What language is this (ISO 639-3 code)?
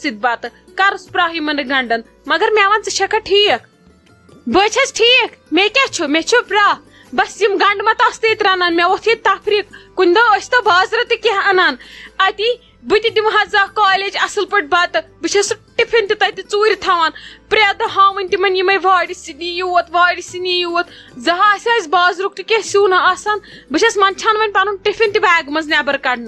kas